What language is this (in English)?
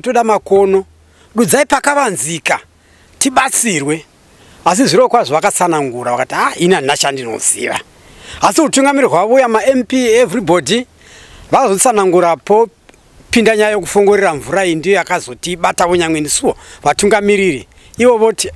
Shona